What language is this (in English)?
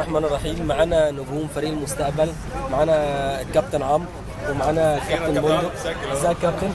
Egyptian Arabic